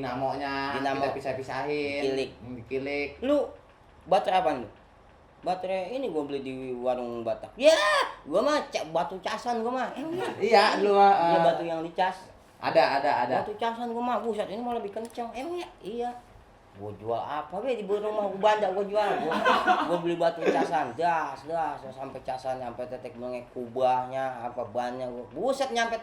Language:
Betawi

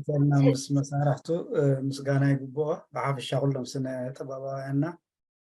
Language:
Tigrinya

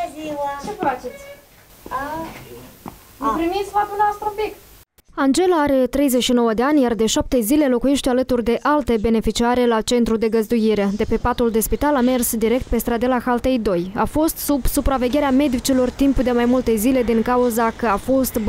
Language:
Romanian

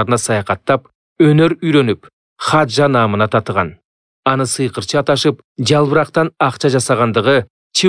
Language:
Kyrgyz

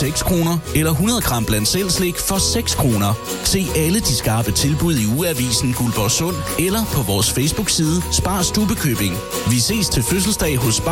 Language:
Danish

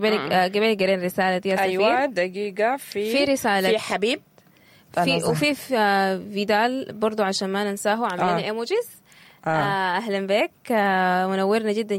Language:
Sudanese Arabic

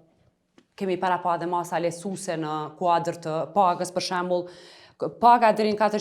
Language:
Albanian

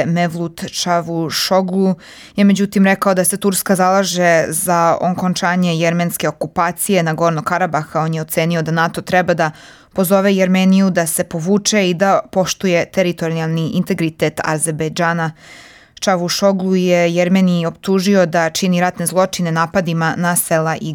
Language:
Serbian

